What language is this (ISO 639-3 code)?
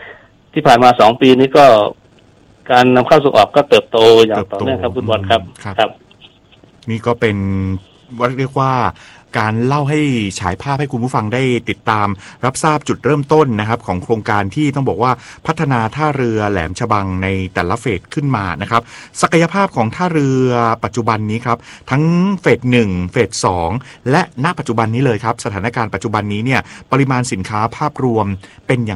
tha